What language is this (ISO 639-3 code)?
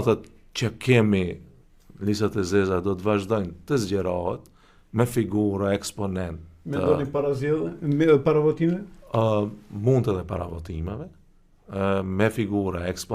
sqi